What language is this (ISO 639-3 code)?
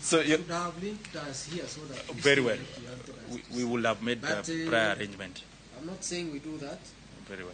luo